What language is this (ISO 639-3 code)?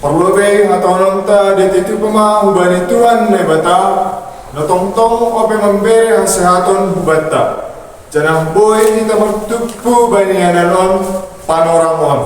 bts